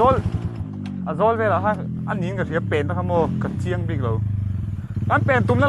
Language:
Mizo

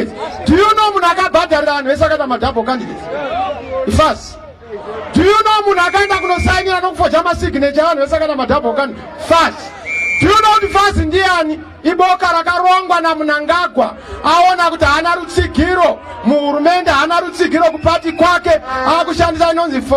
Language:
Shona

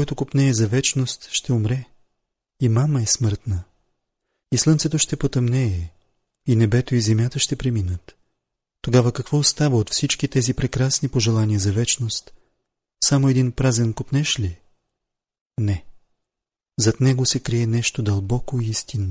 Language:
Bulgarian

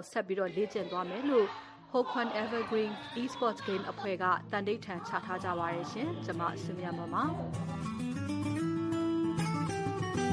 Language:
Burmese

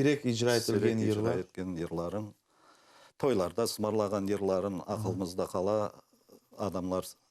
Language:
Crimean Tatar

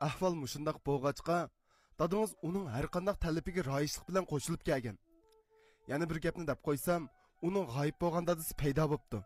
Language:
Uyghur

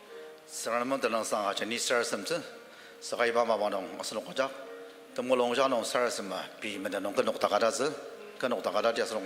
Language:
Ao Naga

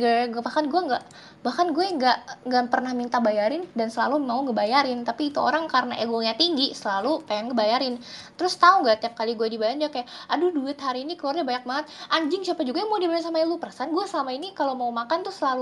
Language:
Indonesian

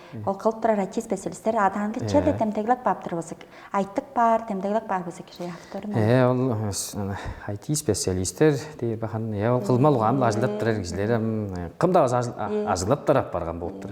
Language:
Tuvinian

